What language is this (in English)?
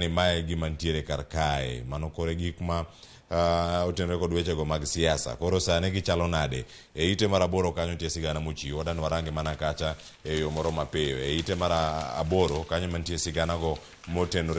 Luo (Kenya and Tanzania)